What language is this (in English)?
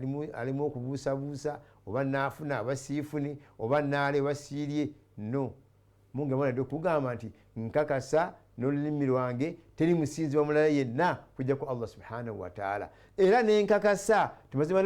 Ganda